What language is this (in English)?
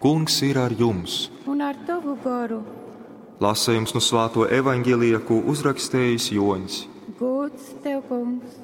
Latgalian